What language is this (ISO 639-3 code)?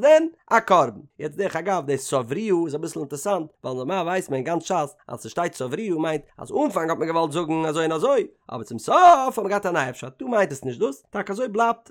yid